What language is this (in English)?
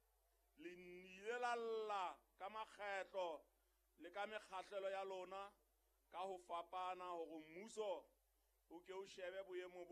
Southern Sotho